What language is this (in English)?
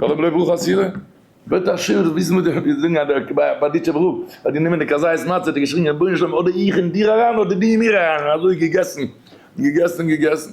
Yiddish